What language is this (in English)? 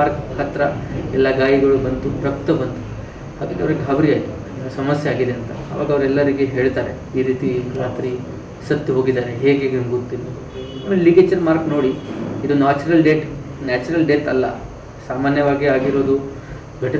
Kannada